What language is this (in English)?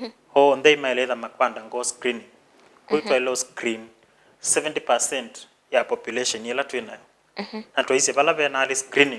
Kamba